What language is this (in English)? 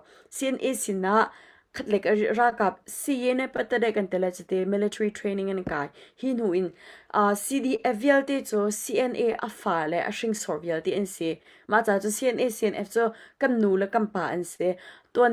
Hakha Chin